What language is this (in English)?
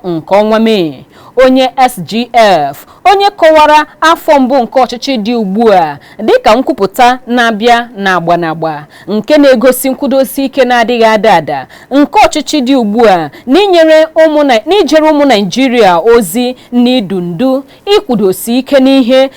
Igbo